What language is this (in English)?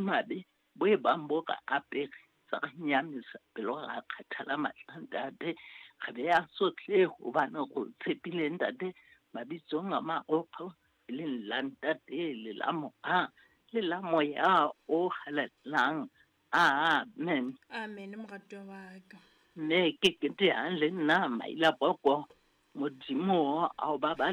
Southern Sotho